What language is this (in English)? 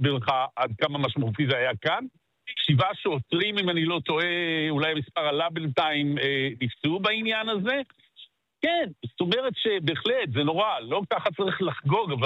Hebrew